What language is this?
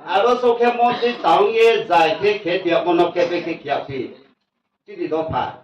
Riang (India)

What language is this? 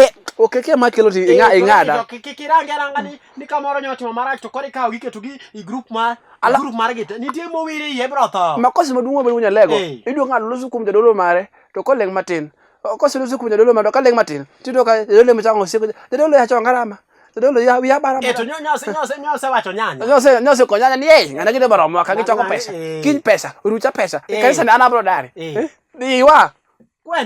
Luo (Kenya and Tanzania)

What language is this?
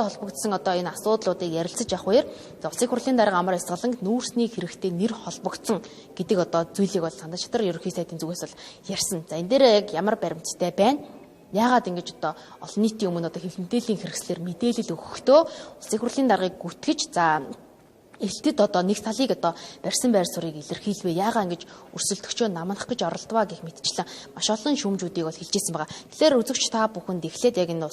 Mongolian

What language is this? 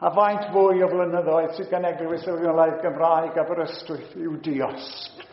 Welsh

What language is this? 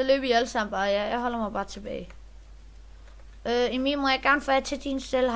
Danish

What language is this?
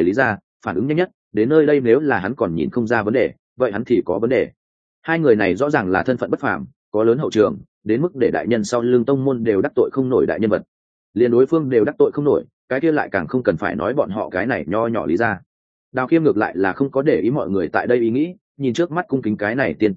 Vietnamese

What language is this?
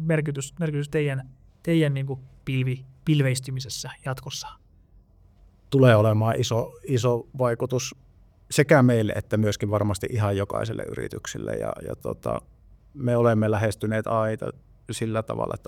Finnish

